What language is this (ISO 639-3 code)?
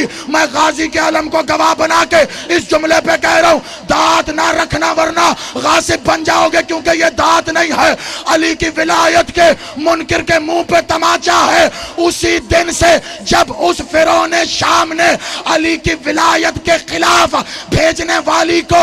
urd